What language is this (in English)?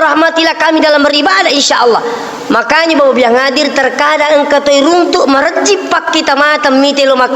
Buginese